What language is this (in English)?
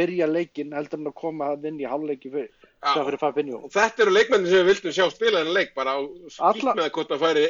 Icelandic